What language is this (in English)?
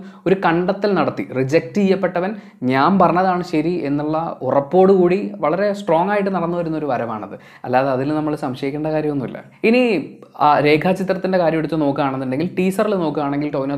Malayalam